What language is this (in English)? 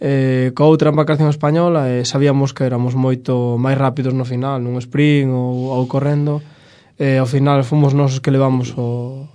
Galician